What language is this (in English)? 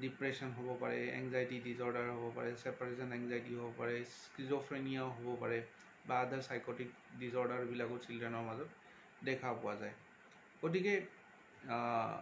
Assamese